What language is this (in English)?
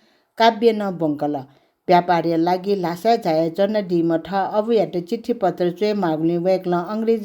Newari